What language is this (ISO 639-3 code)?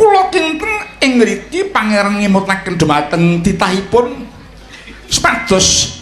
jav